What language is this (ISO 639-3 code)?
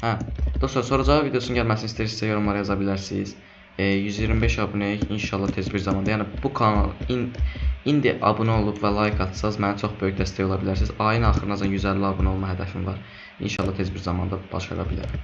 aze